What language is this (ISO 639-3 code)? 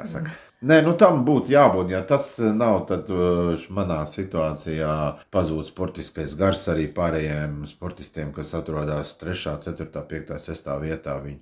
lav